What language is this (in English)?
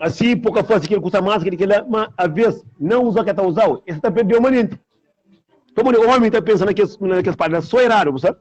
Kabuverdianu